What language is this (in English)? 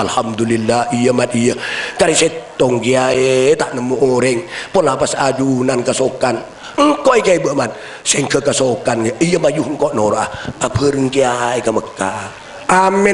Madurese